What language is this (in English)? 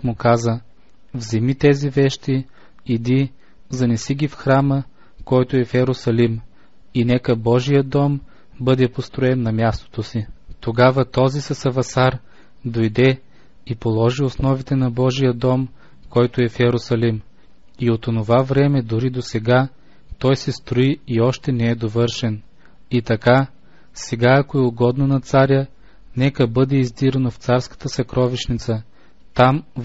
Bulgarian